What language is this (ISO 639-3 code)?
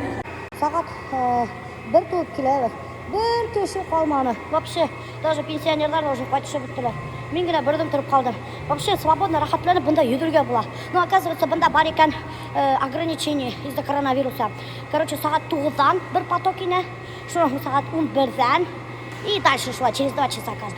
bak